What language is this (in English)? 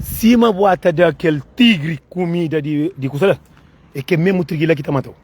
Kabuverdianu